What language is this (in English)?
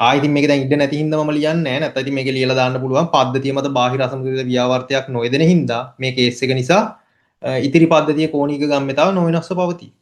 Sinhala